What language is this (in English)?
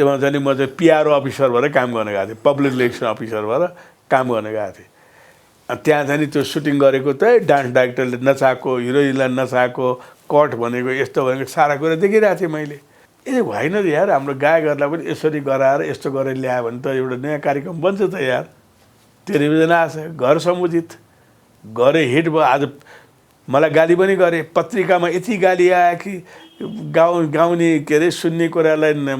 Nepali